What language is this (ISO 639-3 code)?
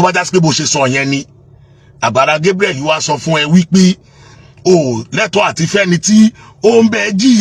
yor